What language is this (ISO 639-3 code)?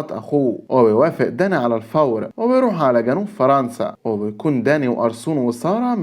arz